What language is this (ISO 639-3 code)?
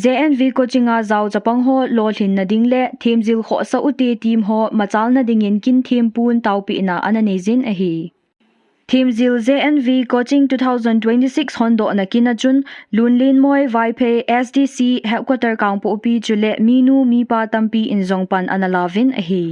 tcz